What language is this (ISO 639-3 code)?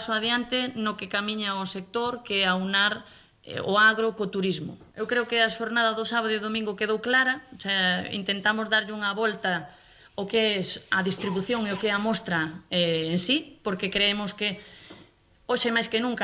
glg